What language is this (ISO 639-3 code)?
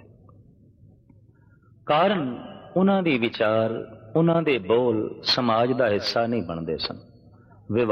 pan